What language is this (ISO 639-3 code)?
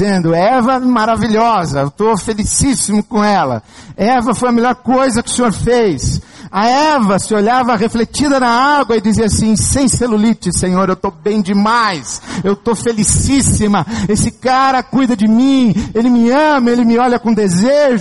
por